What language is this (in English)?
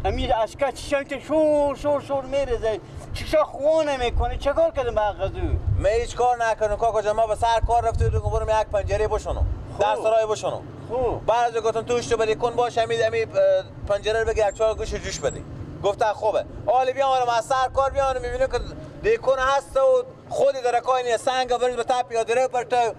Persian